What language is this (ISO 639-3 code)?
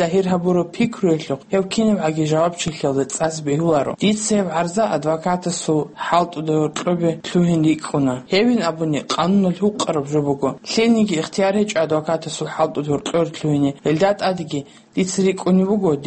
ava